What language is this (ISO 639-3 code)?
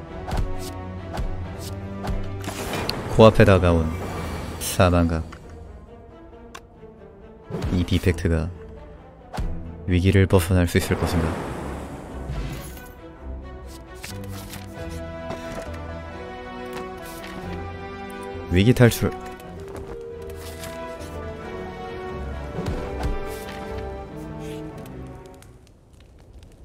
kor